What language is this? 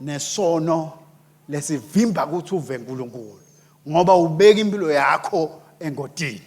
Swati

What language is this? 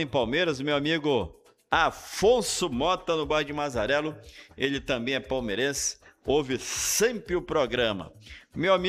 Portuguese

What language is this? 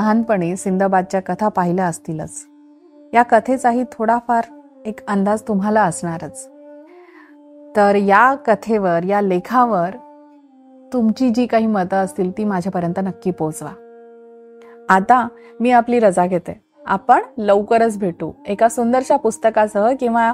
Marathi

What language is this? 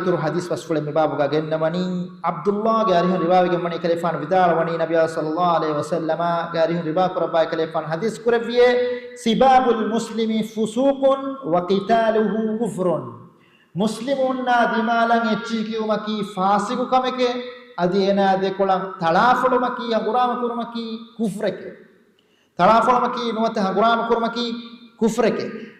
Divehi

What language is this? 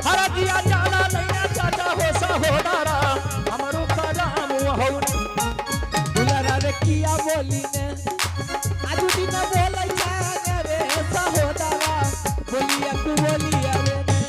Angika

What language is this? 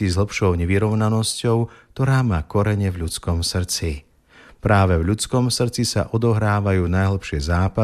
Slovak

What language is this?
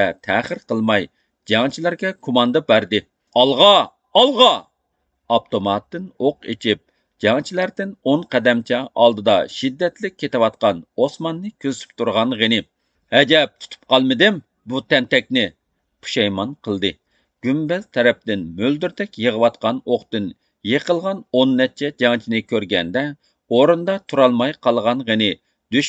Uyghur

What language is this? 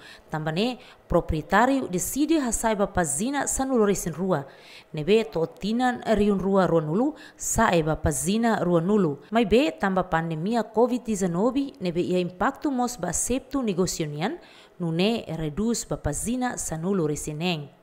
Tetum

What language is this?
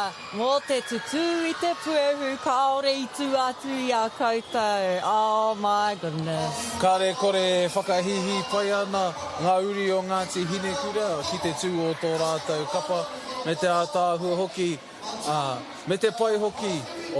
Māori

